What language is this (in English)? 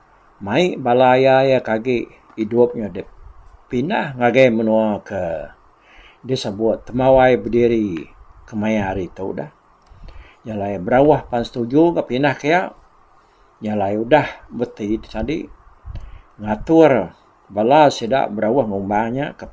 Iban